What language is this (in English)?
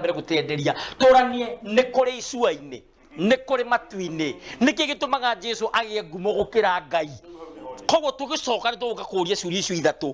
Kikuyu